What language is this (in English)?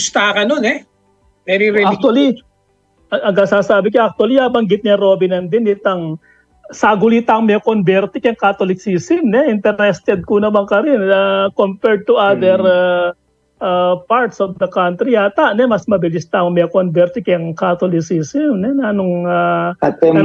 Pampanga